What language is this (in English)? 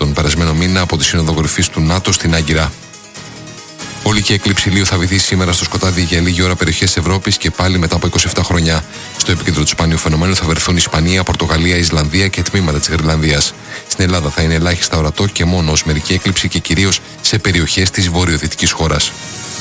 Greek